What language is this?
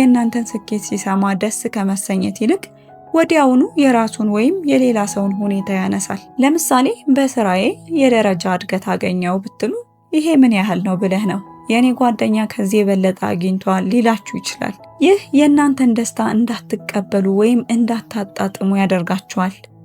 Amharic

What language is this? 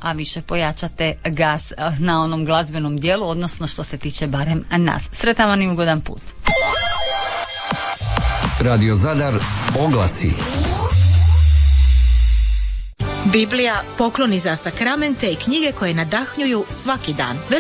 Croatian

